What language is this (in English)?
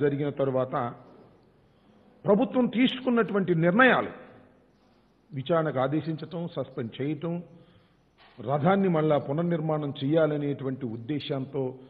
Telugu